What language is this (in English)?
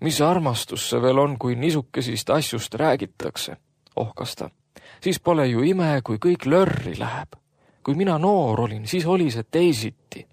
Estonian